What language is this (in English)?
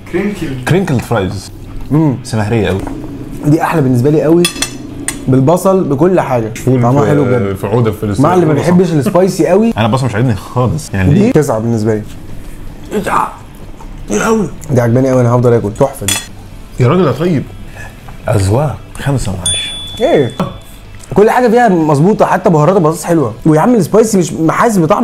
Egyptian Arabic